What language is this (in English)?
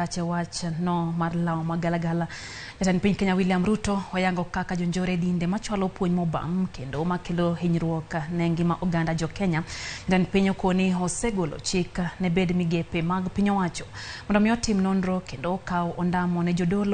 Luo (Kenya and Tanzania)